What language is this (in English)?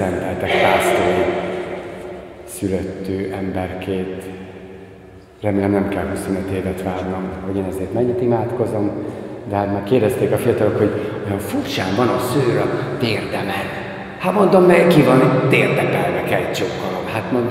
Hungarian